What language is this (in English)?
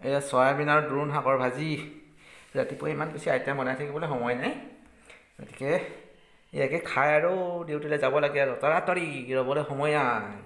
Assamese